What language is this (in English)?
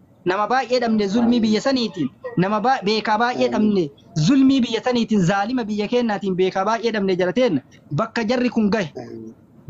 Oromo